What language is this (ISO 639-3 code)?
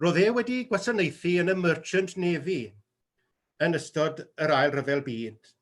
cym